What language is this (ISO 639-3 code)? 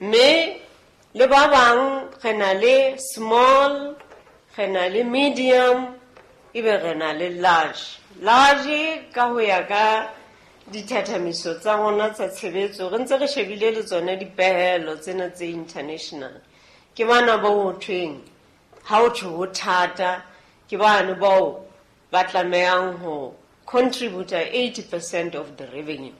sot